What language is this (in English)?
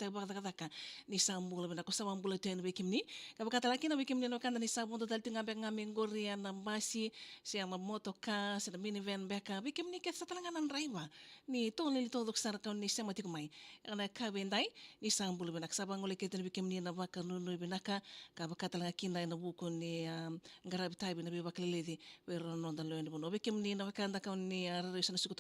Fijian